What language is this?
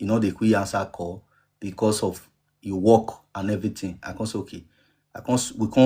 Nigerian Pidgin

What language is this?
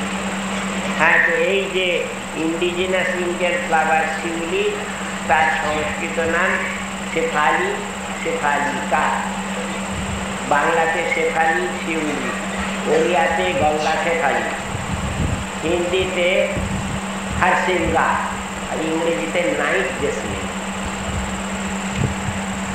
Bangla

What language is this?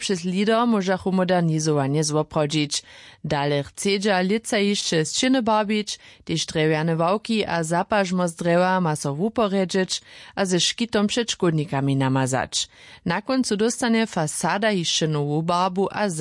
Upper Sorbian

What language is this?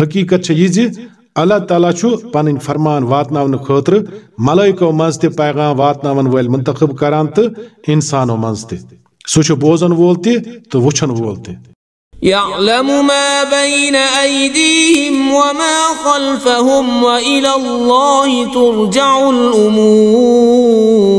Kashmiri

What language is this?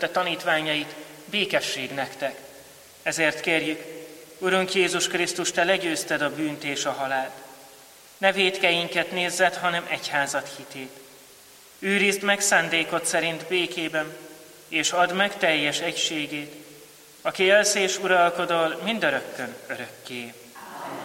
Hungarian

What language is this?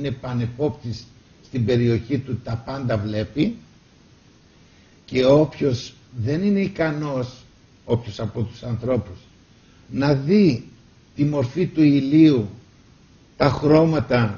Greek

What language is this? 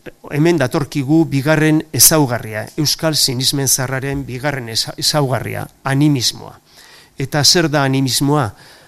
Basque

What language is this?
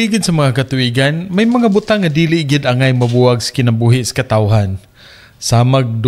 Cebuano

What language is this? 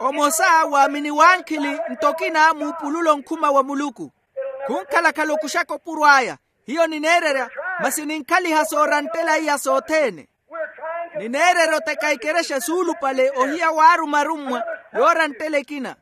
Makhuwa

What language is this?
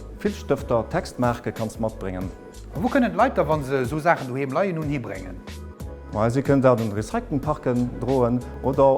Luxembourgish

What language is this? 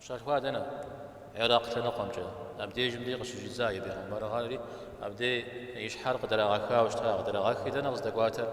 Kabardian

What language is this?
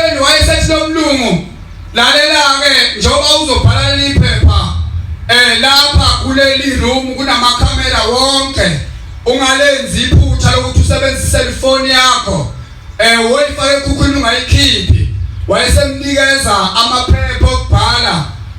Zulu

